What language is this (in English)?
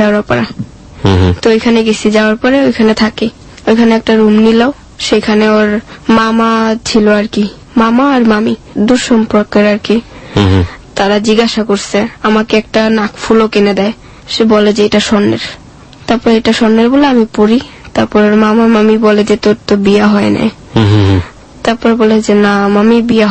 Bangla